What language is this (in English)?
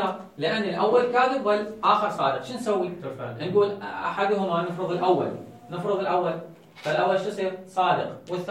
Mesopotamian Arabic